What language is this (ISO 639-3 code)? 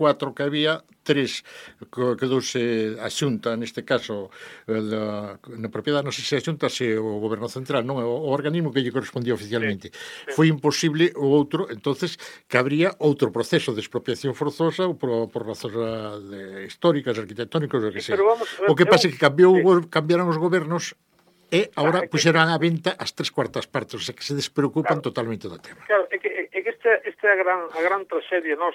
glg